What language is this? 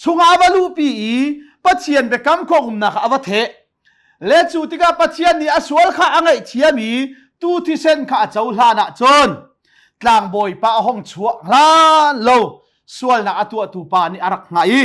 Hakha Chin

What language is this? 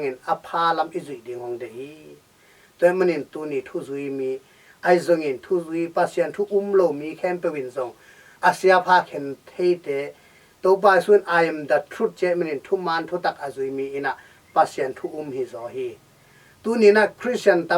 Tedim Chin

